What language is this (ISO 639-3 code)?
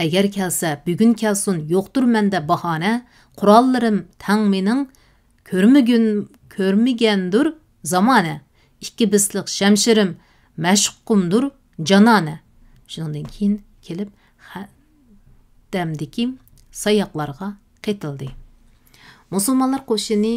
uig